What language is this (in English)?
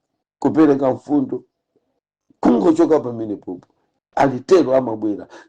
Nyanja